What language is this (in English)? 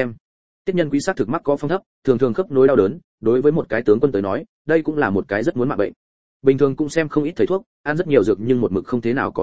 Vietnamese